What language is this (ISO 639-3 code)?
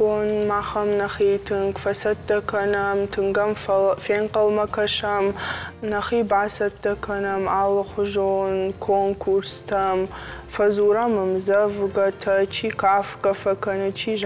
oss